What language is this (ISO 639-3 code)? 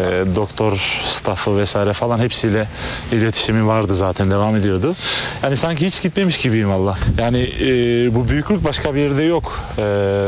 tur